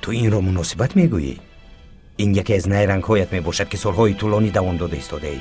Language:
Tajik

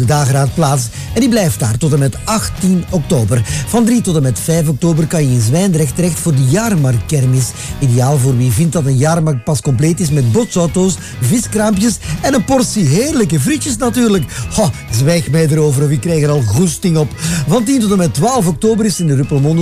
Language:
Dutch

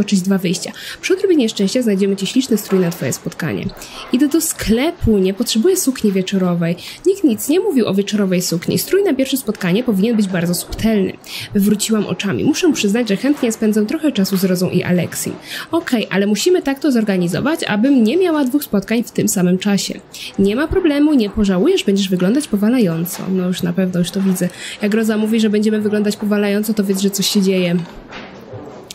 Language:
Polish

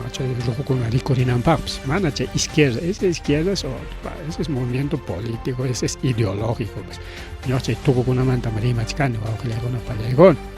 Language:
Ayacucho Quechua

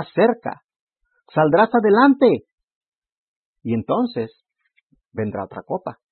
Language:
Spanish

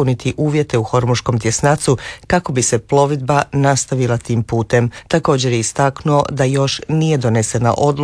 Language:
Croatian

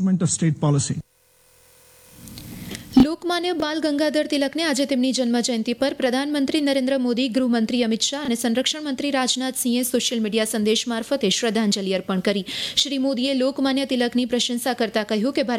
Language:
Gujarati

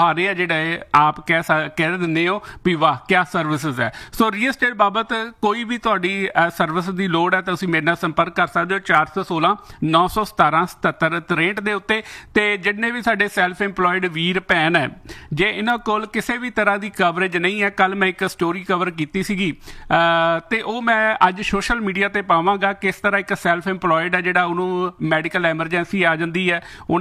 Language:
Punjabi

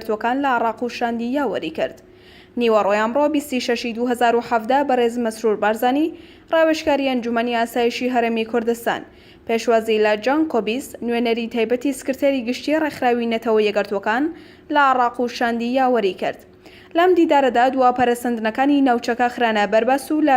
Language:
Central Kurdish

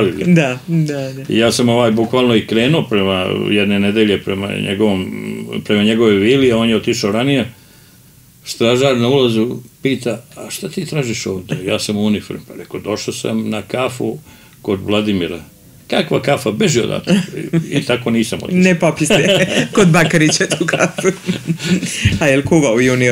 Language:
Serbian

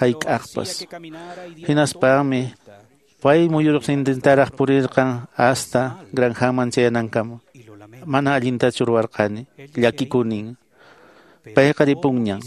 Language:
Quechua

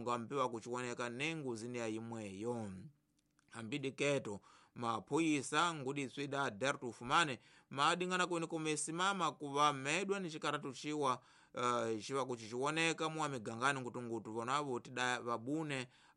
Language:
Tsonga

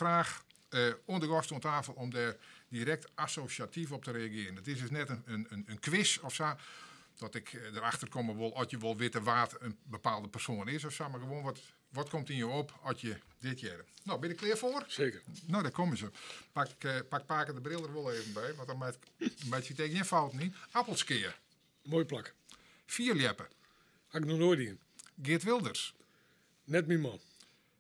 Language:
Western Frisian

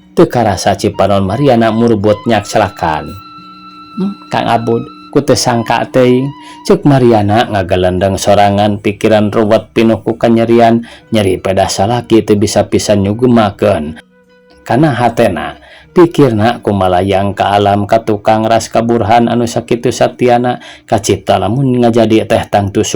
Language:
Sundanese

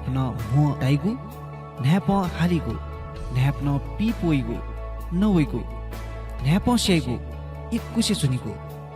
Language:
Newari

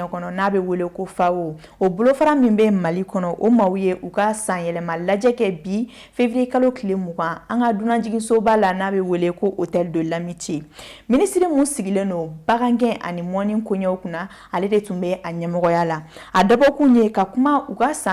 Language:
Bambara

